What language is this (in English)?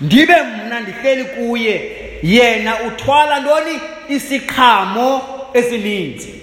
Xhosa